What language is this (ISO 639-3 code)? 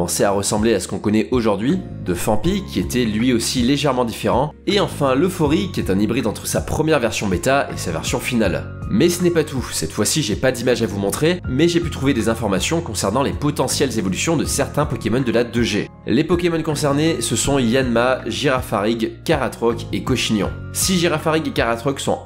fra